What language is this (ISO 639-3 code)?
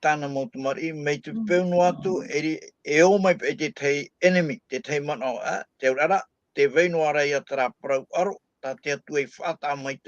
tah